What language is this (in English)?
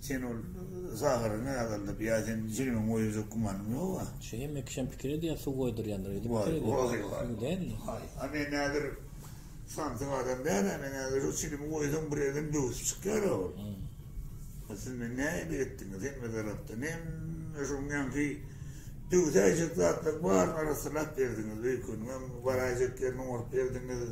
Turkmen